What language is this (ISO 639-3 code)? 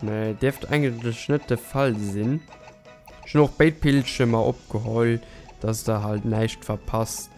ltz